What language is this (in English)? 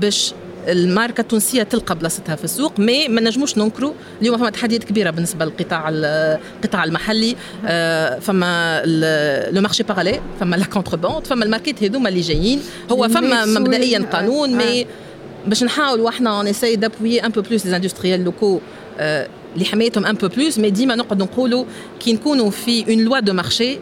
Tunisian Arabic